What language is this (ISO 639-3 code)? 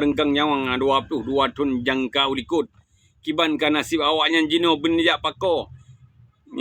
ace